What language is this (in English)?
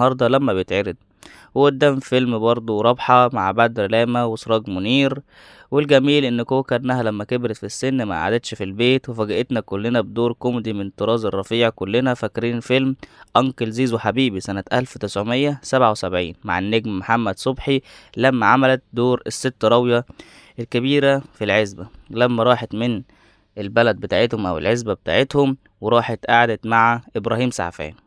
Egyptian Arabic